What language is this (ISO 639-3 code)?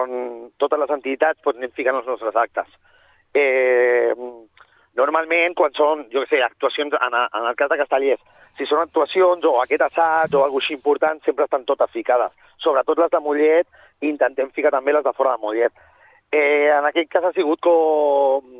cat